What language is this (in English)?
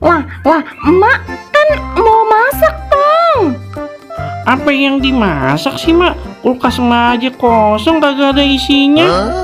Betawi